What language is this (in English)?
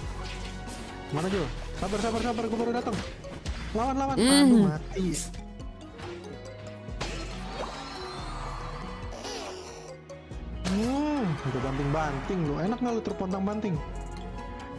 Indonesian